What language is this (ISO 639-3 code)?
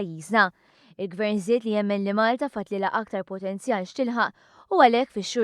mlt